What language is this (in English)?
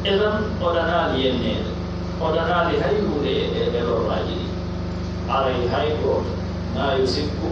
Pular